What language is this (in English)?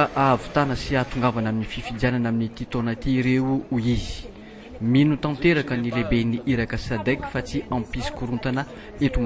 Malagasy